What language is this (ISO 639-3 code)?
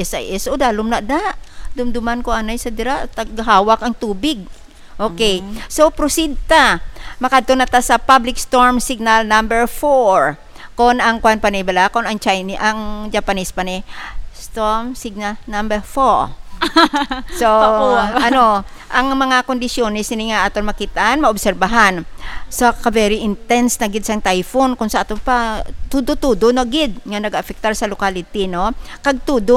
hil